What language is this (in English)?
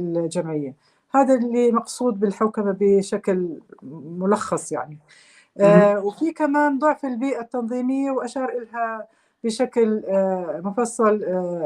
North Levantine Arabic